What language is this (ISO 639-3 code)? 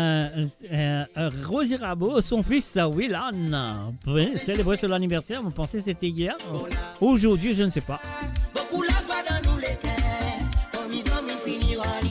mfe